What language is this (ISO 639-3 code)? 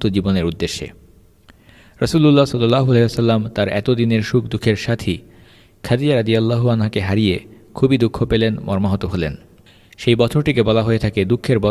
ben